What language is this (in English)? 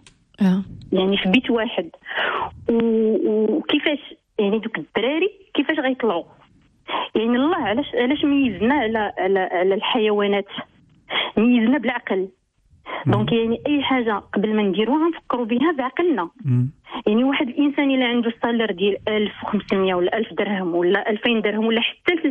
Moroccan Arabic